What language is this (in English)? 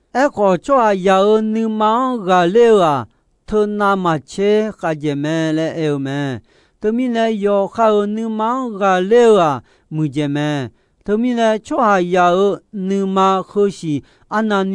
Akha